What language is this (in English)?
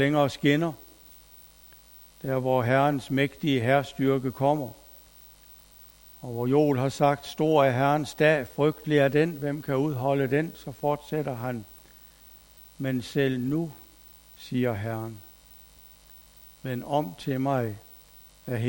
Danish